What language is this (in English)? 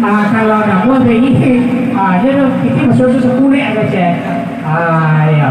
Minangkabau